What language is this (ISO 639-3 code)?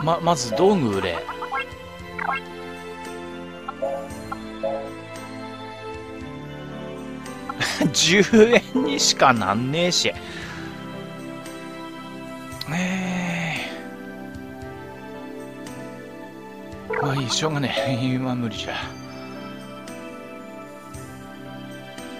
jpn